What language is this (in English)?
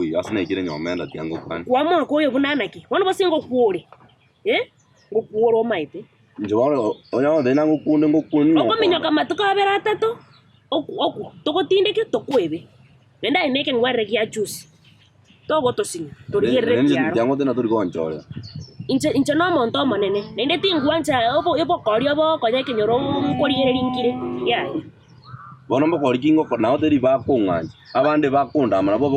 Gusii